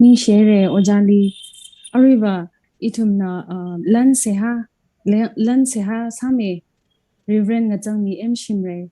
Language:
Tangkhul Naga (India)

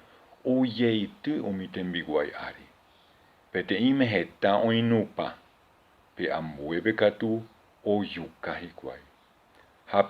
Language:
Guarani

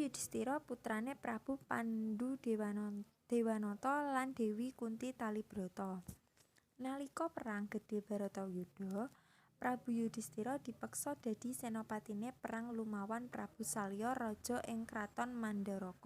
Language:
Javanese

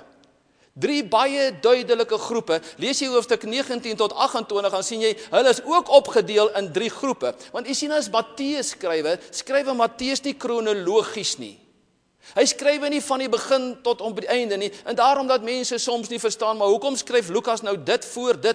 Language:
Afrikaans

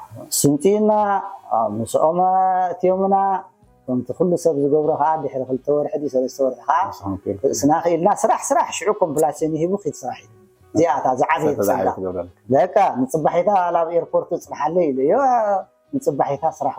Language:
Tigrinya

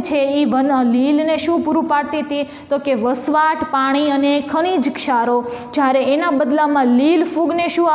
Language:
Gujarati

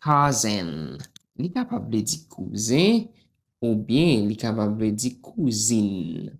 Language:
Haitian Creole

